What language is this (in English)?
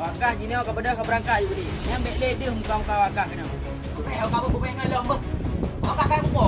Achinese